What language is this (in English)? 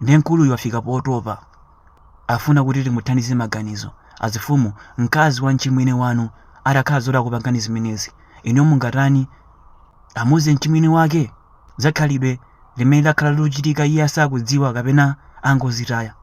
Nyanja